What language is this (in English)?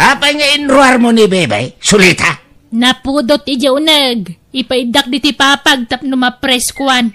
Iloko